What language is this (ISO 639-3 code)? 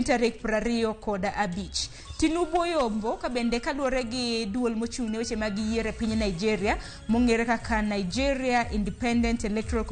luo